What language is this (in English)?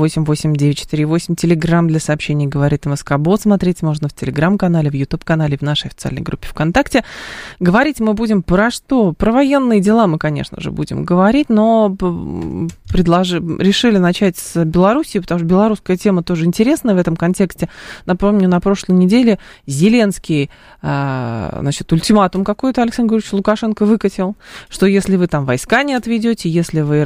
Russian